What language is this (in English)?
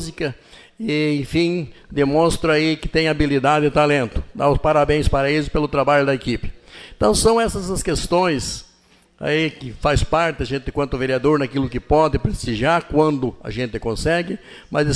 Portuguese